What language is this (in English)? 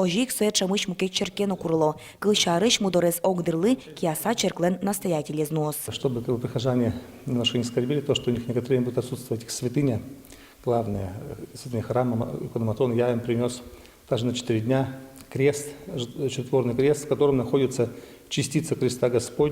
Udmurt